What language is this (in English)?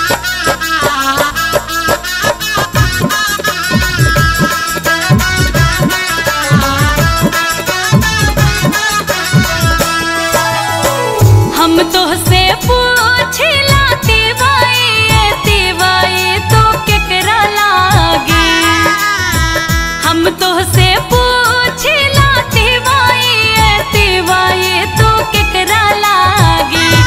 Bhojpuri